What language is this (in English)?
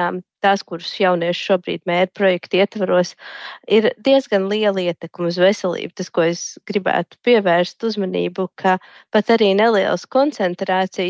Latvian